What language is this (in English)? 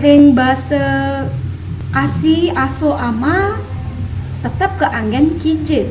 Balinese